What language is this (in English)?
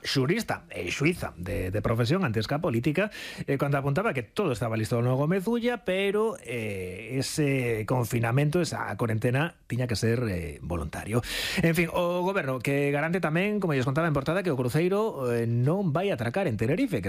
Galician